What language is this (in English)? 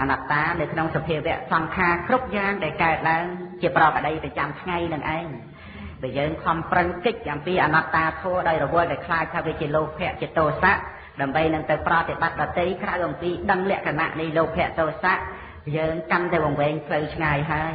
Khmer